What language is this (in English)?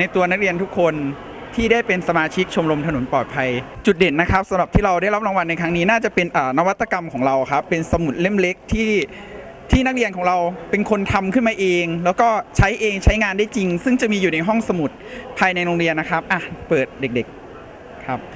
Thai